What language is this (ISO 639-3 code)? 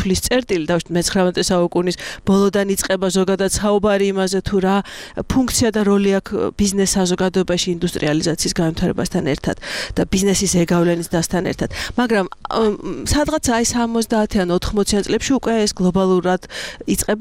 kat